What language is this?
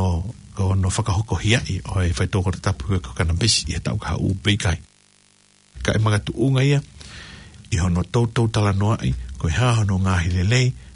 Tongan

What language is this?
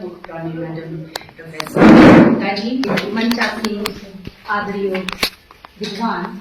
Dogri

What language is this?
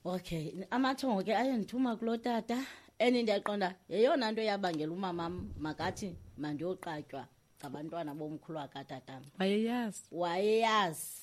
Xhosa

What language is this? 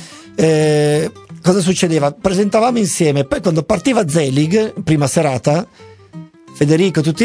Italian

